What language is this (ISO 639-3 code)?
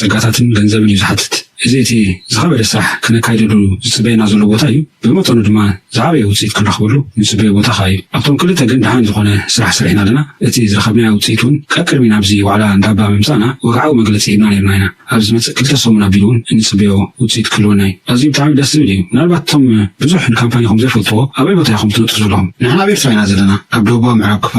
tir